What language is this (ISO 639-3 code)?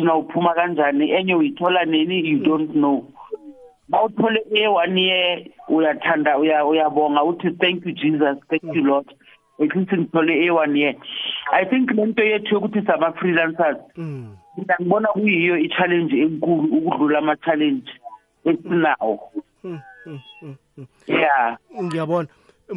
nbl